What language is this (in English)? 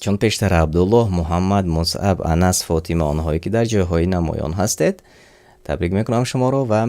Tajik